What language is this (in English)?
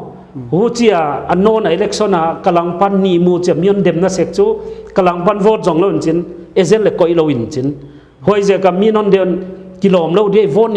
Paite Chin